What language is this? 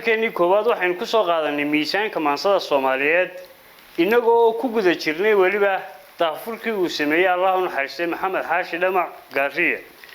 Somali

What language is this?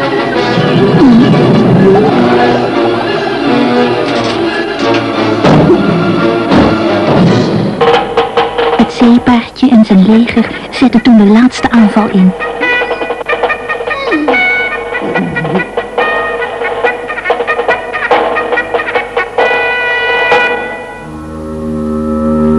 Dutch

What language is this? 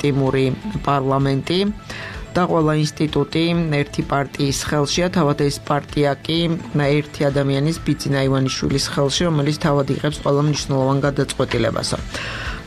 Georgian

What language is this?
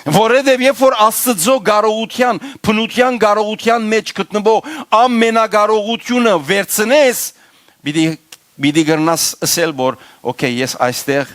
Western Armenian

